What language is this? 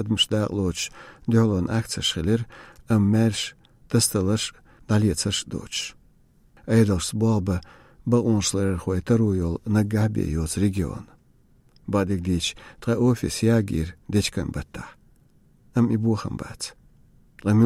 Chechen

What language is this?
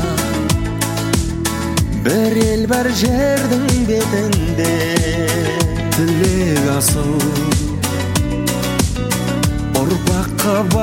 Kazakh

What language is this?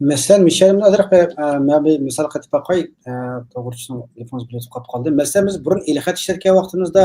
Uyghur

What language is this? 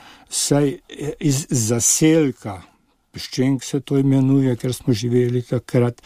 Slovenian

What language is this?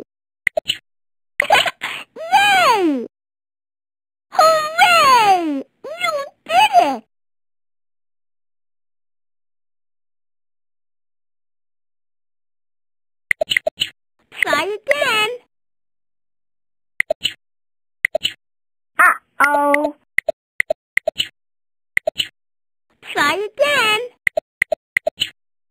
English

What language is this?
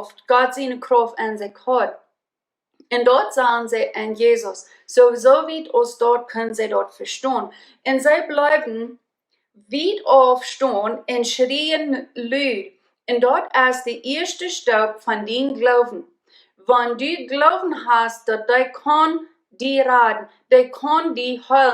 Plautdietsch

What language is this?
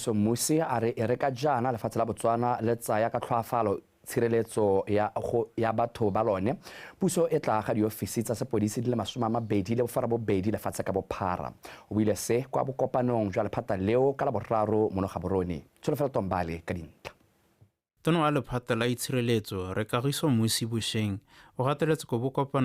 Tswana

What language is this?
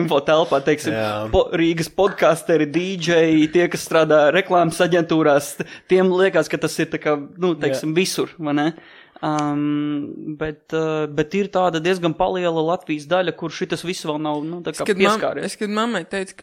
Latvian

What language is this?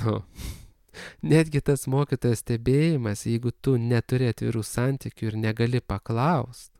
Lithuanian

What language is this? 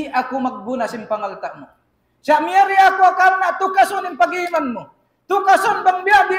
Tausug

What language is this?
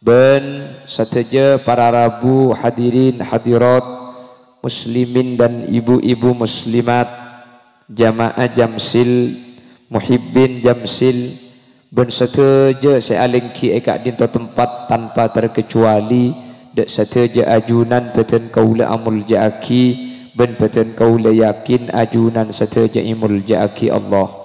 Madurese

